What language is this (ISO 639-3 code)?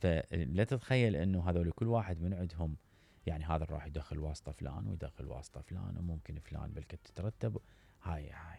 acm